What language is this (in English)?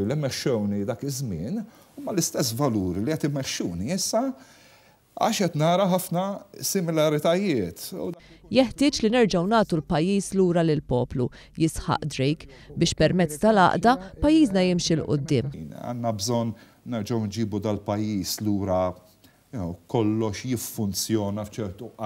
Maltese